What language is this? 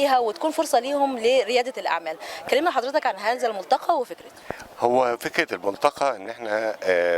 Egyptian Arabic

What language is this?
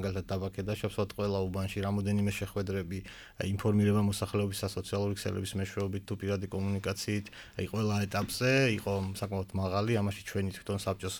Georgian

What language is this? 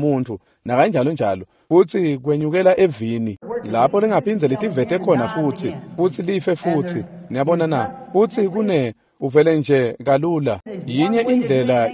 Swati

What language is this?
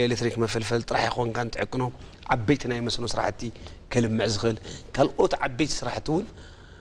Tigrinya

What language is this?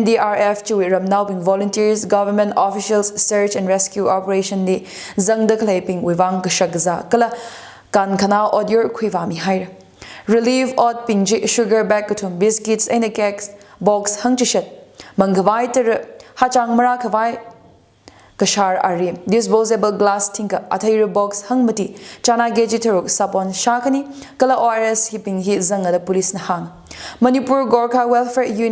Tangkhul Naga (India)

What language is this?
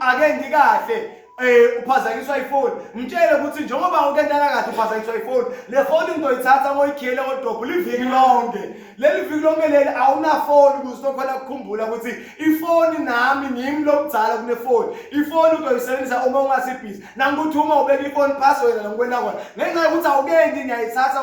Zulu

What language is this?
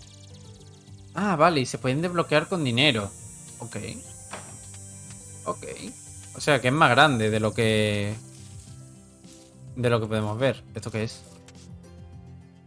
Spanish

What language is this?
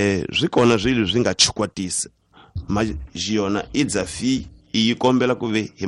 Tsonga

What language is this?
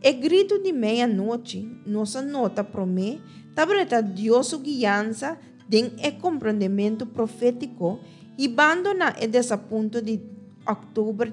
Papiamento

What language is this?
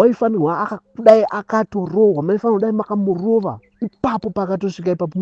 Shona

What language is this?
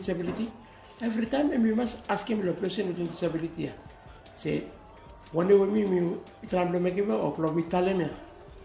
Bislama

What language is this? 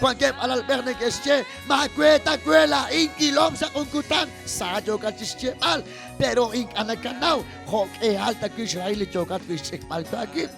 Kekchí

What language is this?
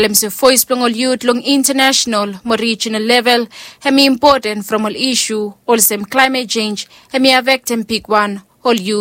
Bislama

